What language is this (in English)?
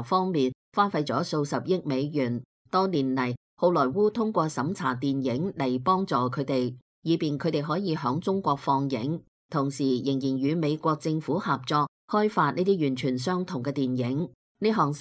Cantonese